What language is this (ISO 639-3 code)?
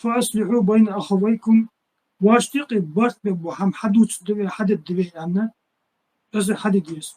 inh